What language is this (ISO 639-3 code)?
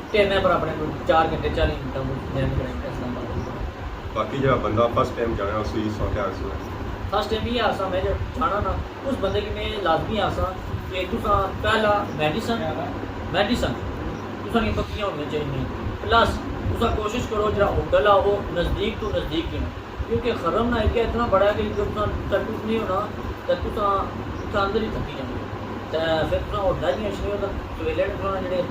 phr